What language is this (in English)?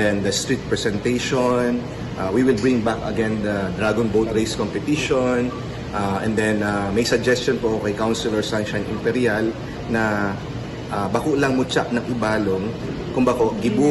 Bikol